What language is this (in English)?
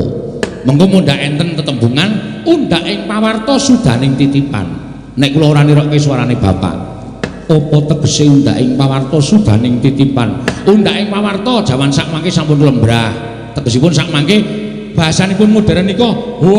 Javanese